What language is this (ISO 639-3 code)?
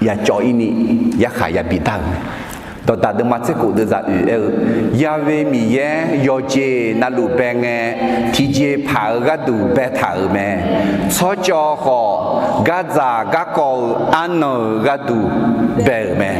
ahk